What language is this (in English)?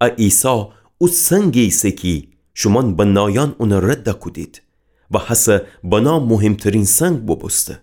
Gilaki